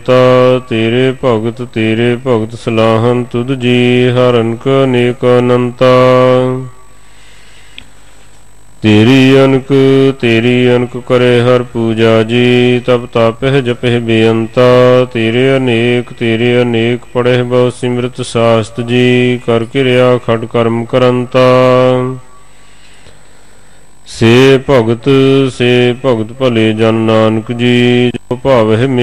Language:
Punjabi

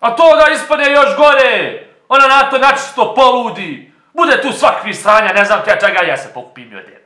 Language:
Bosnian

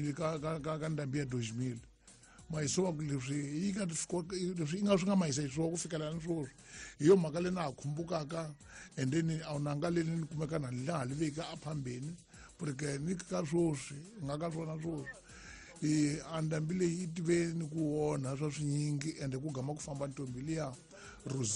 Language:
Tsonga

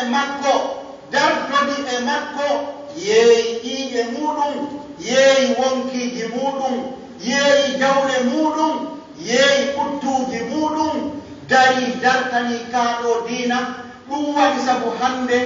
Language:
Pular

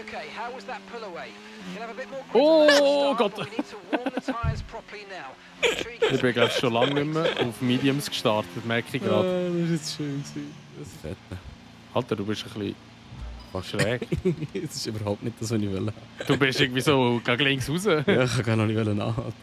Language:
Swiss German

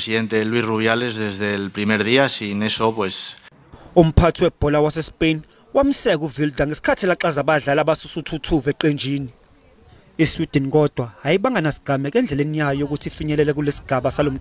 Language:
Zulu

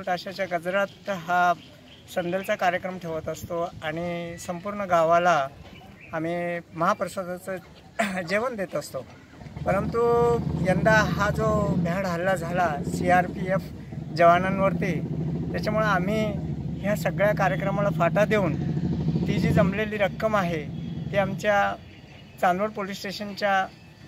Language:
Marathi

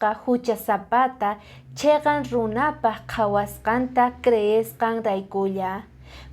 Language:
Quechua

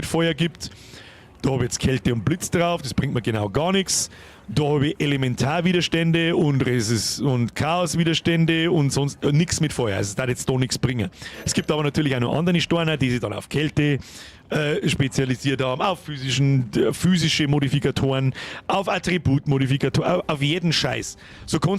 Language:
Bavarian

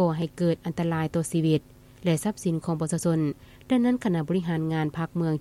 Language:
Lao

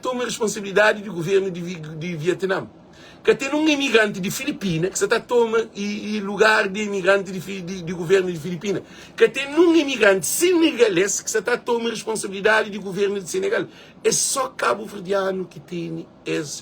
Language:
Kabuverdianu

